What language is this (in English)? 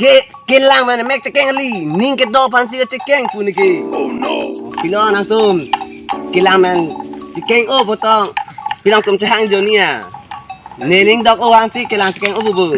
Karbi